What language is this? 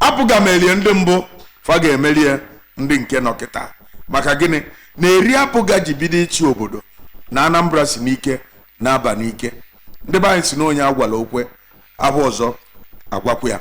Igbo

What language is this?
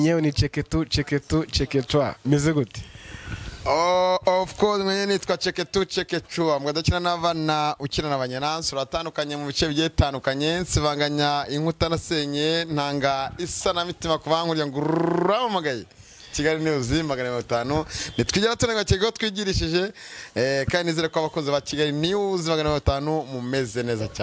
Kinyarwanda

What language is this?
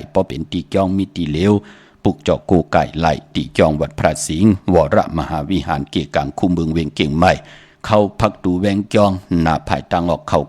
Shan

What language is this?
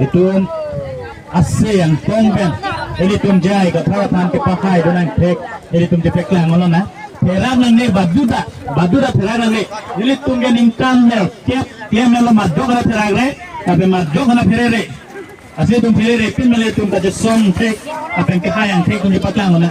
Karbi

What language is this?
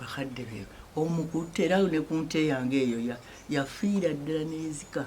Ganda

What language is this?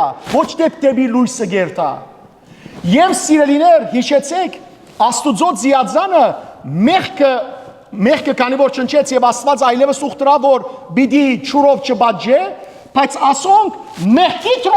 Western Armenian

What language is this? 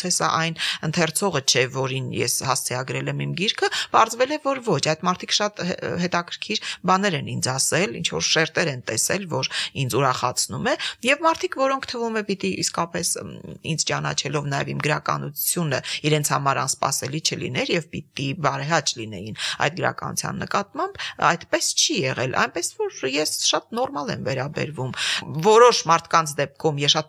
Armenian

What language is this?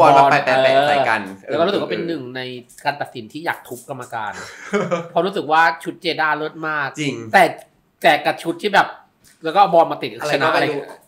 Thai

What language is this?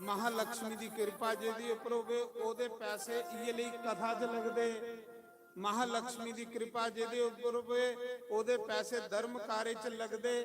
Dogri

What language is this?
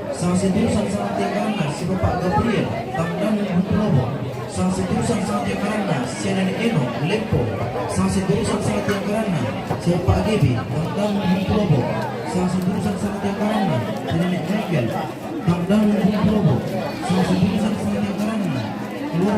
Toraja-Sa'dan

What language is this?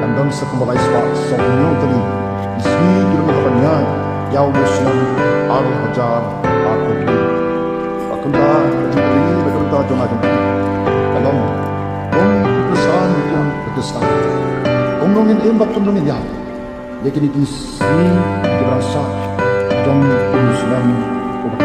Khasi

